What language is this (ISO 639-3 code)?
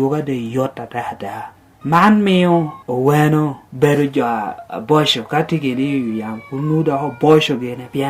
laj